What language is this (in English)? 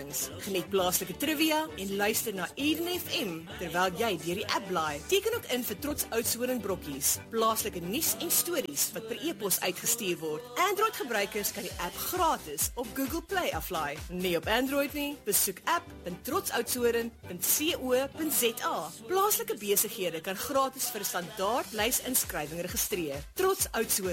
Afrikaans